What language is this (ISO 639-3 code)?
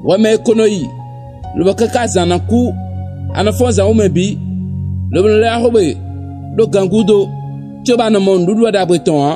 fon